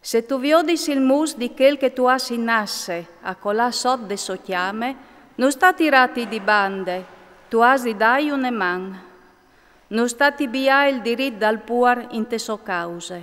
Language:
Friulian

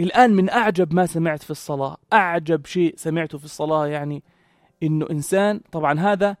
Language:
North Levantine Arabic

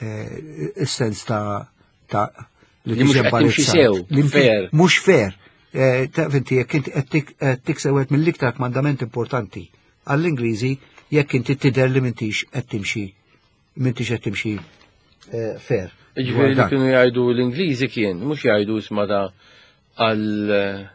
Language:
Maltese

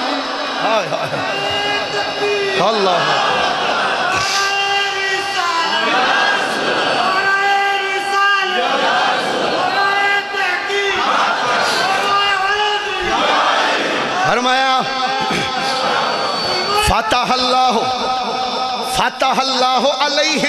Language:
Urdu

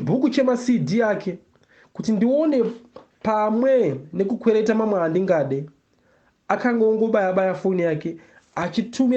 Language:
Shona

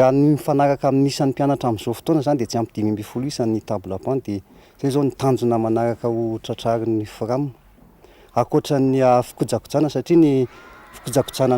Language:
Malagasy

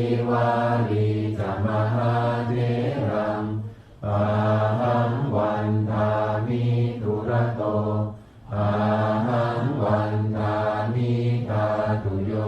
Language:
Pali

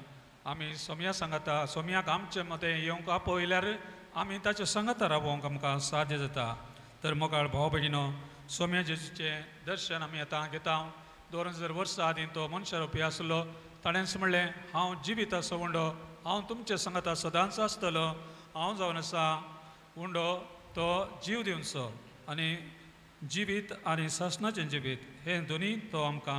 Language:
Konkani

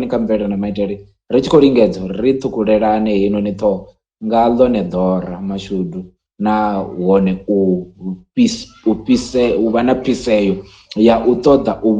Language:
Venda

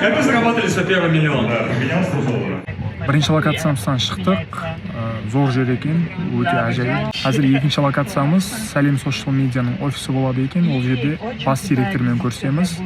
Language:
Kara-Kalpak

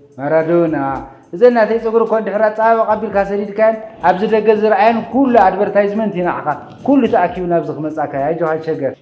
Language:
Tigrinya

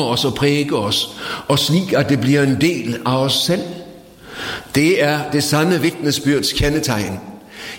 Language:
Norwegian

